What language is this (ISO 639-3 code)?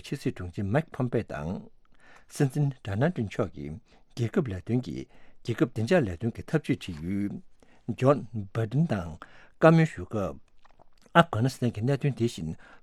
bod